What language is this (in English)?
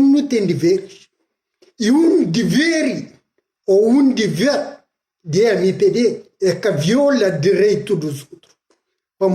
Kabuverdianu